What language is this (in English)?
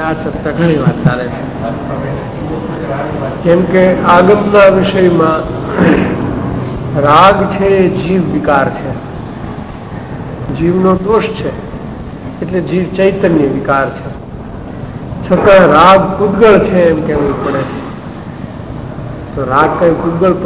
Gujarati